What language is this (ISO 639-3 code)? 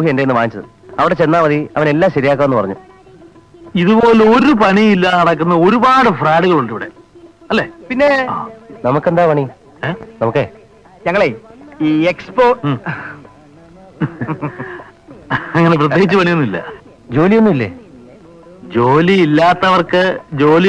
mal